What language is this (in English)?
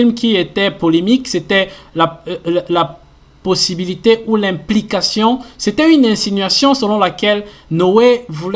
French